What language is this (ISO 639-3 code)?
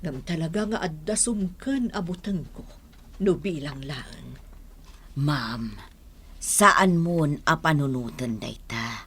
ilo